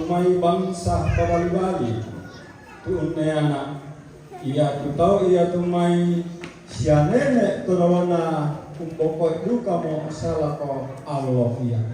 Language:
Toraja-Sa'dan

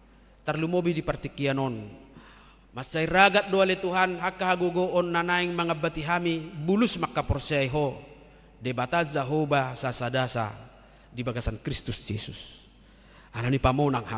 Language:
Batak Toba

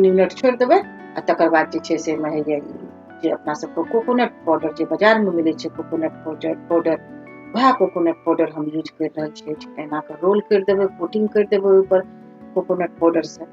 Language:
Maithili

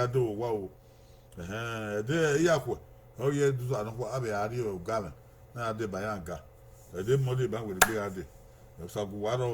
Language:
Bini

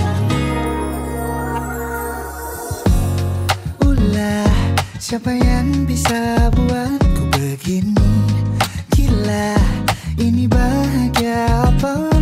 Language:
Indonesian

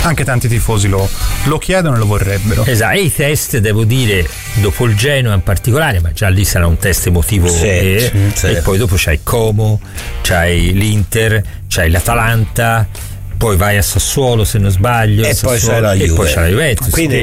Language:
Italian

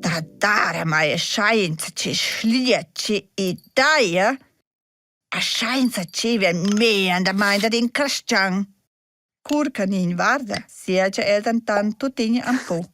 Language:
Romansh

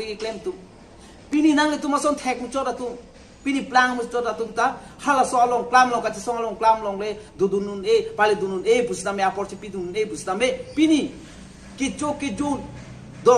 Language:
Karbi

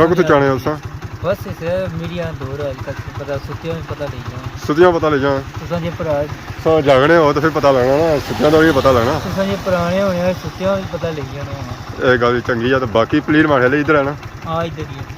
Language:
Pahari-Potwari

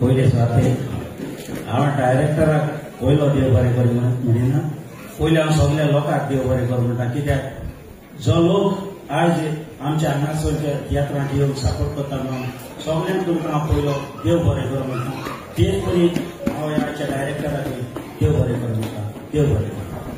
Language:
Konkani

